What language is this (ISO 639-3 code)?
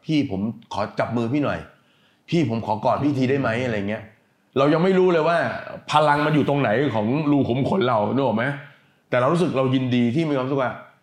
tha